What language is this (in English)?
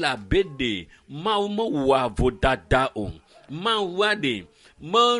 Ewe